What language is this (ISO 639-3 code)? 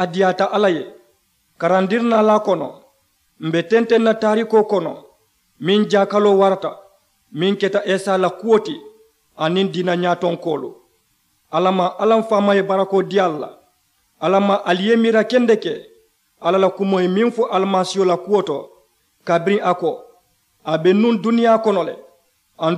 man